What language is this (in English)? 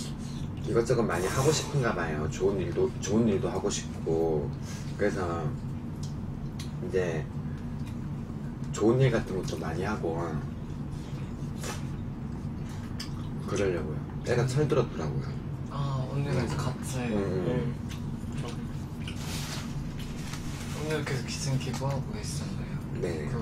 Korean